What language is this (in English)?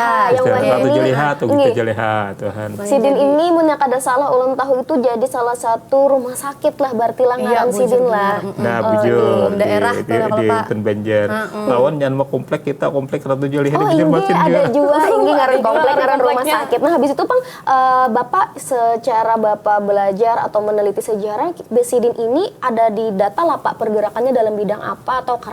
Banjar